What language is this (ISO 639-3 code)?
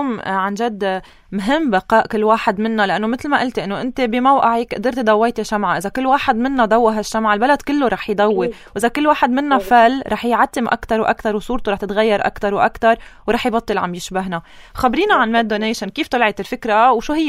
apc